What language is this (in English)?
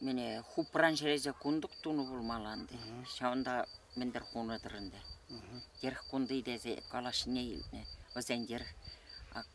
Chuvash